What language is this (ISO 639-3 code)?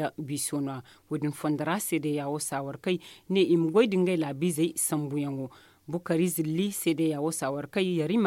dje